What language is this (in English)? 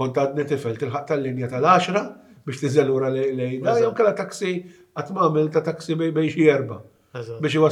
Maltese